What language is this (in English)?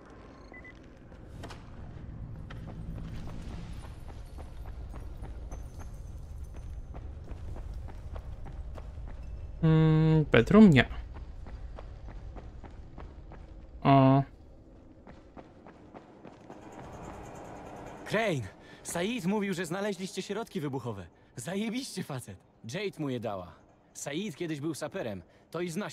Polish